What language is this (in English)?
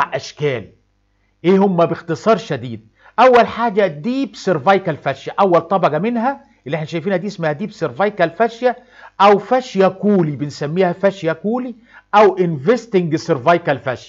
Egyptian Arabic